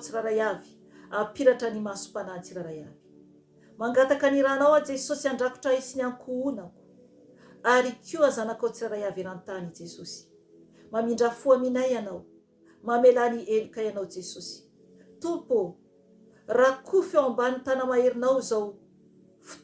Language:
Malagasy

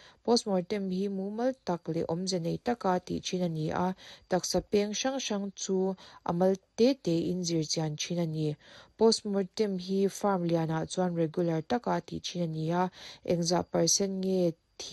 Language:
Mizo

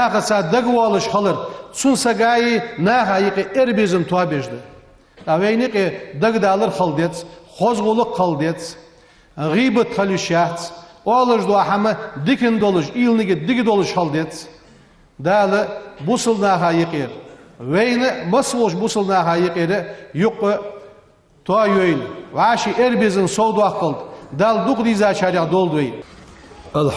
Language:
Ingush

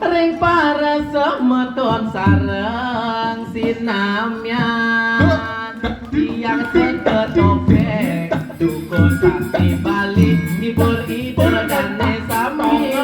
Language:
Balinese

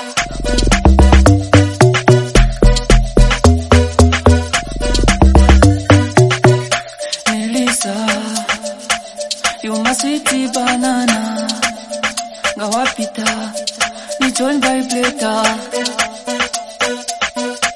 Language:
Swahili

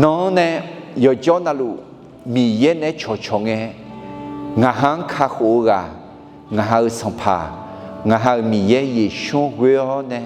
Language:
Akha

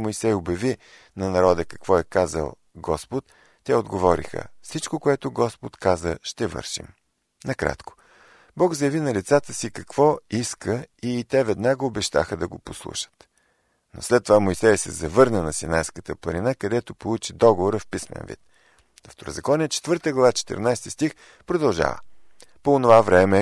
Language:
Bulgarian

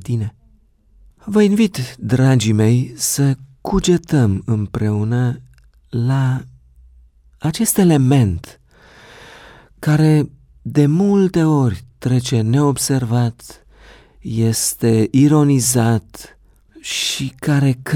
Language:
Romanian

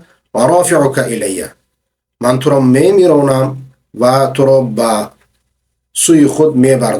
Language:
Persian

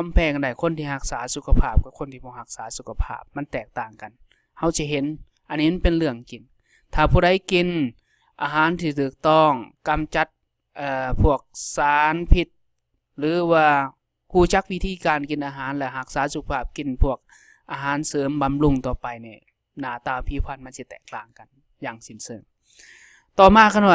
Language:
Lao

